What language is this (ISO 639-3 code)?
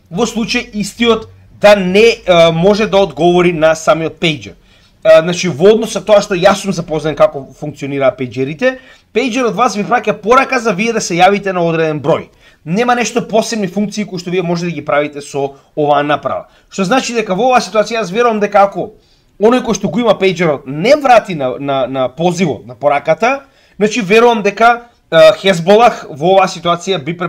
mkd